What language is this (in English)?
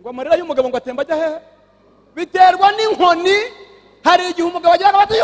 Kinyarwanda